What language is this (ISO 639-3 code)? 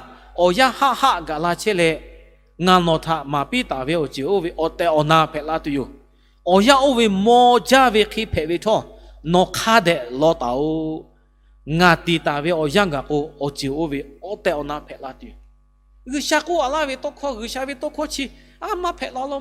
lhu